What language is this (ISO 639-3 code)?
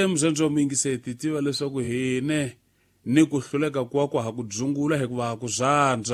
tso